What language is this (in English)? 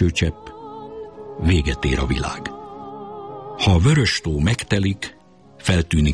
Hungarian